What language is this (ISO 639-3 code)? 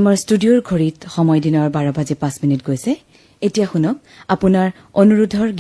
asm